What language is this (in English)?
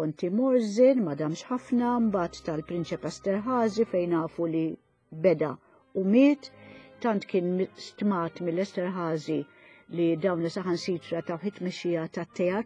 Maltese